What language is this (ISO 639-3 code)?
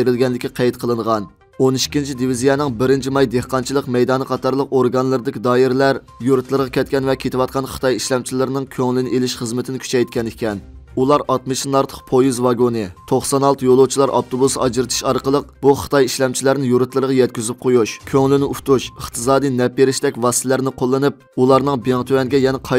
uig